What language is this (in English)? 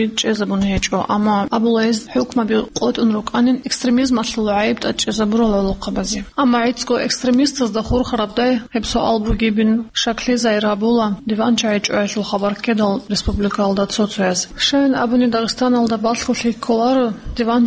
Avaric